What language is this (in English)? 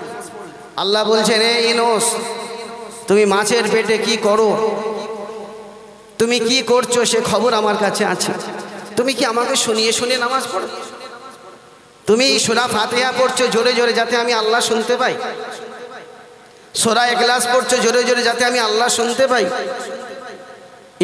Bangla